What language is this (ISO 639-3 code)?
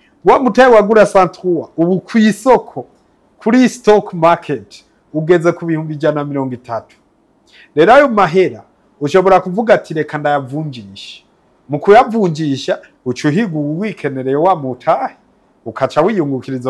run